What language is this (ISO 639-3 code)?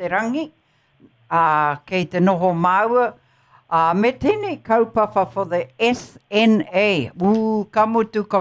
mri